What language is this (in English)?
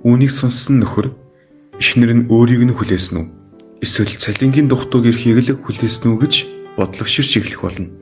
Mongolian